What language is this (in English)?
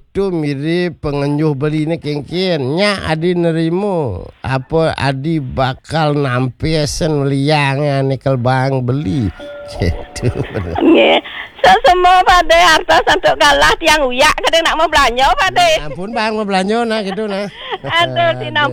Balinese